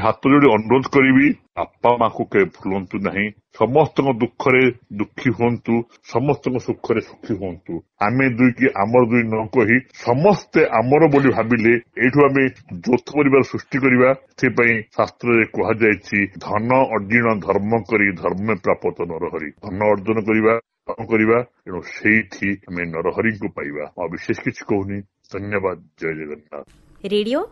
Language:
Odia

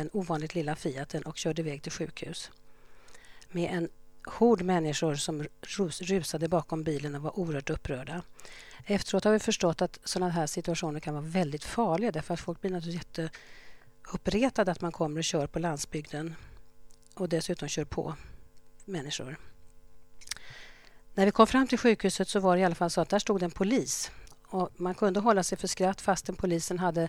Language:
Swedish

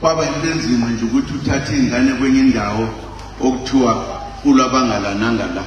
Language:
Zulu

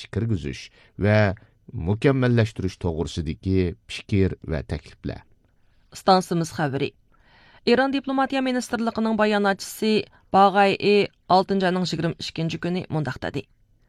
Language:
Uyghur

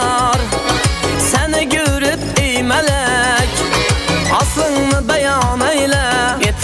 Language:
Kara-Kalpak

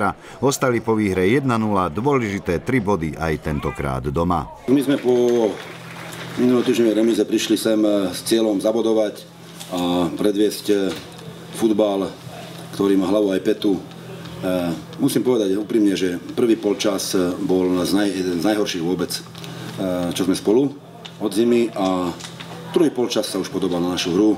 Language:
Slovak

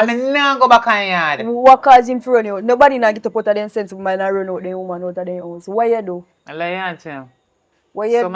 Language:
Jamaican Creole English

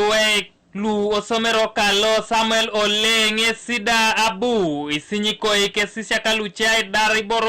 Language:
Teso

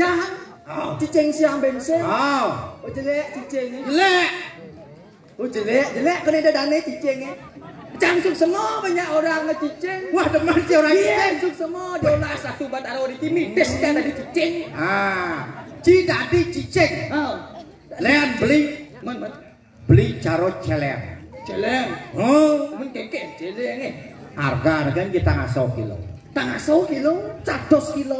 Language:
Balinese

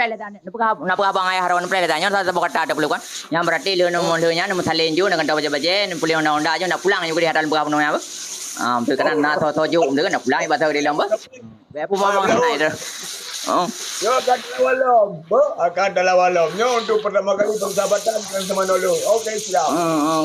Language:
Achinese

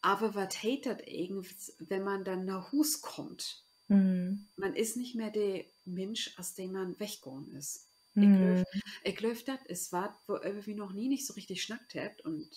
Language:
Low German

